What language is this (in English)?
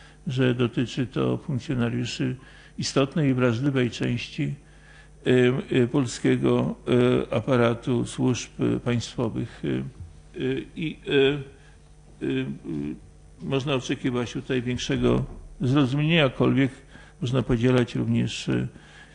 Polish